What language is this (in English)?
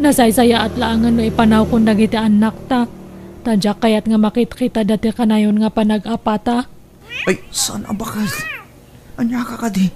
Iloko